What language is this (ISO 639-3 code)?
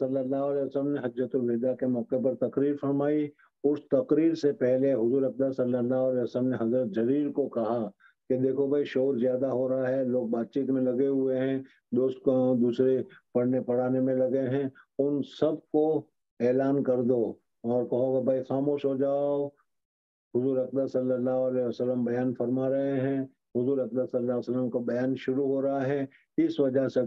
urd